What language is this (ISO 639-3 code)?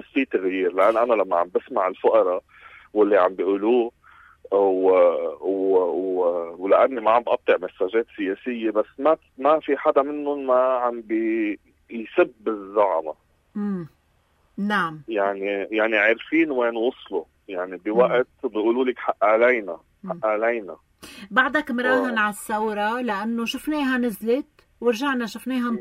apc